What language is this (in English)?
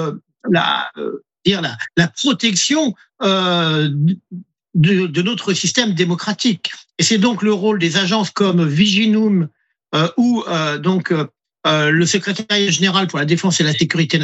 French